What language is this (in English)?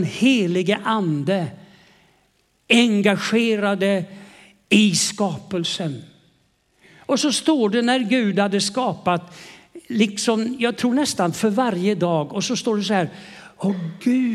Swedish